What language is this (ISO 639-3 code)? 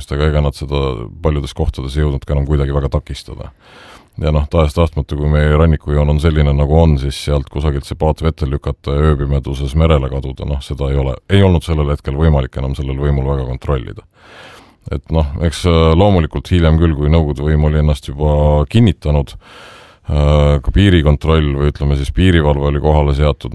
est